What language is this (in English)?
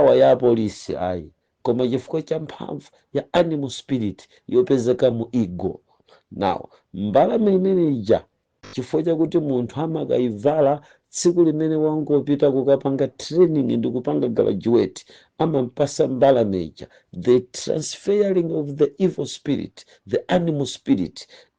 Nyanja